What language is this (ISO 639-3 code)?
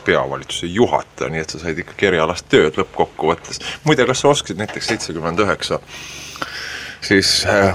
est